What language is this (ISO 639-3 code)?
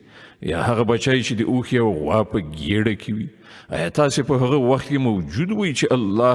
pus